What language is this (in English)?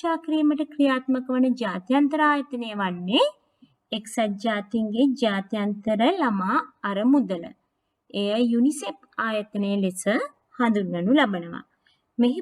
Sinhala